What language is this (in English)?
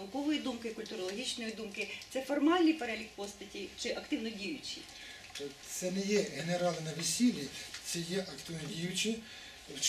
Ukrainian